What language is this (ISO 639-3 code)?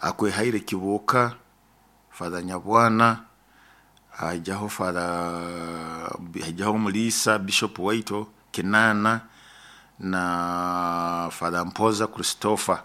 nyo